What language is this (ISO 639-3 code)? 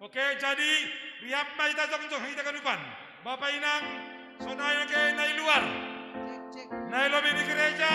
bts